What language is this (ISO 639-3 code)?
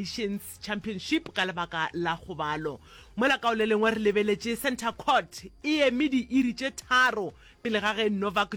nso